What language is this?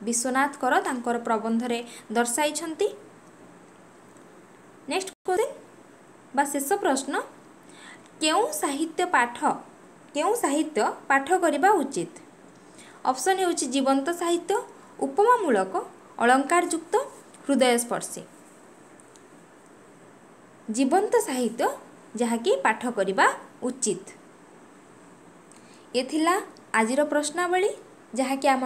Odia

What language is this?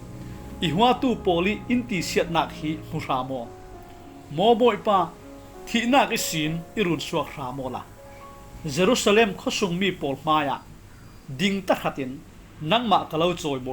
Falam Chin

